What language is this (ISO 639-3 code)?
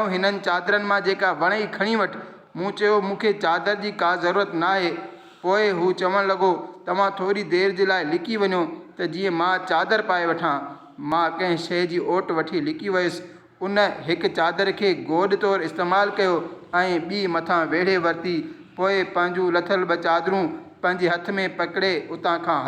snd